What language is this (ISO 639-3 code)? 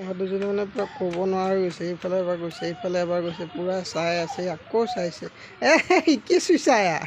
asm